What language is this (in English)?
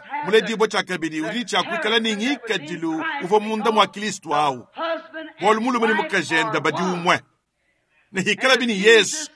Luba-Lulua